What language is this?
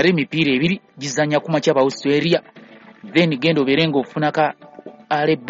Ganda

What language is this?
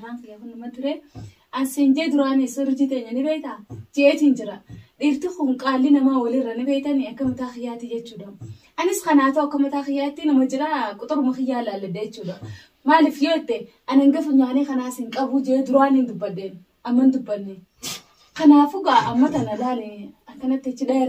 Oromo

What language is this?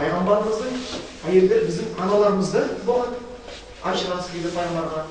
Kazakh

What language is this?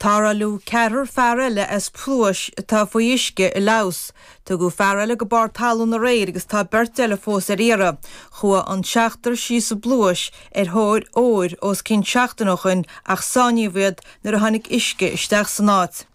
Irish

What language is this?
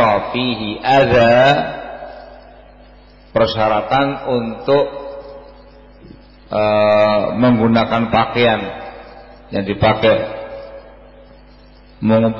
Indonesian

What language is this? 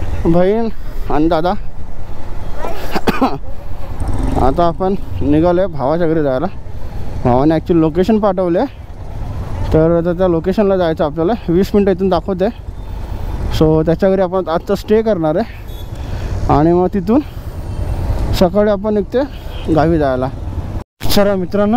Marathi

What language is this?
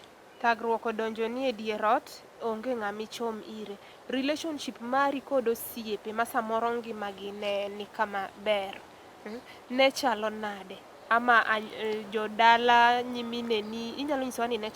Luo (Kenya and Tanzania)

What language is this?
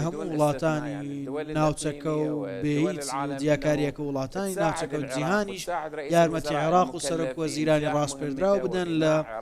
Central Kurdish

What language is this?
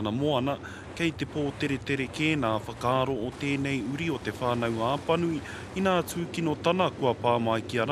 Māori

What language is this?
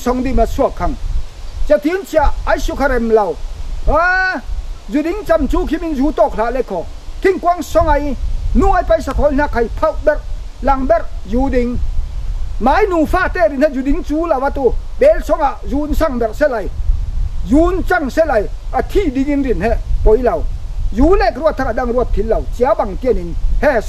Falam Chin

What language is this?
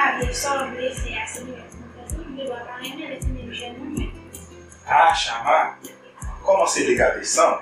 Haitian Creole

